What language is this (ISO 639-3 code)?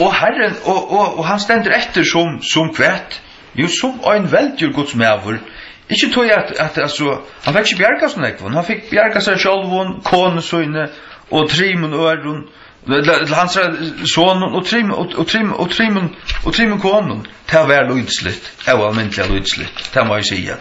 fao